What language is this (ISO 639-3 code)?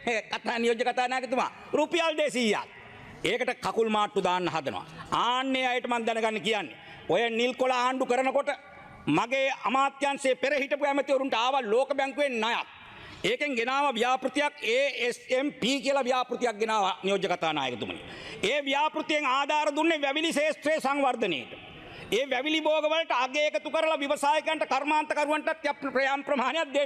sin